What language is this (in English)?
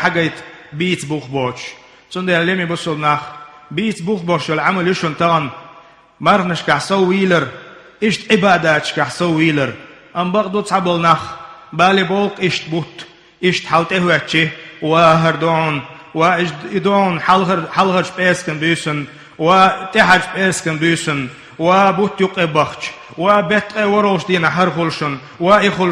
Chechen